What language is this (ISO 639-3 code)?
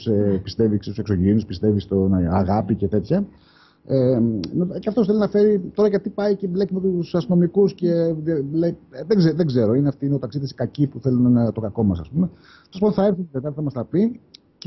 ell